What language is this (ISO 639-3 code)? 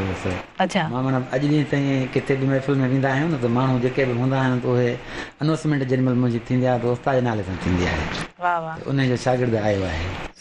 snd